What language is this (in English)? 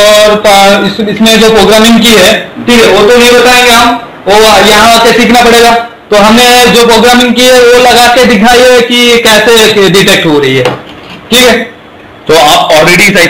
Hindi